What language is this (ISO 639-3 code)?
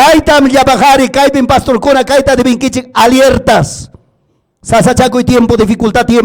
quy